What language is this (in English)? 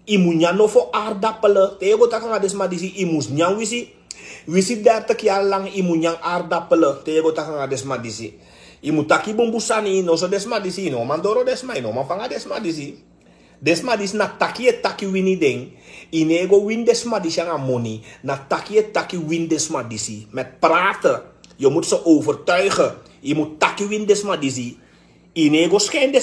Sranan Tongo